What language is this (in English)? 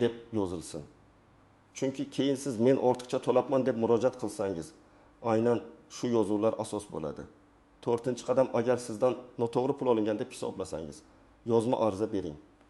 Uzbek